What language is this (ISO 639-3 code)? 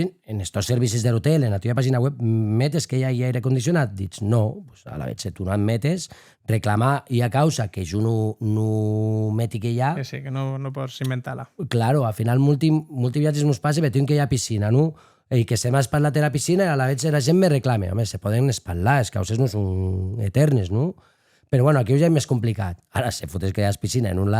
oci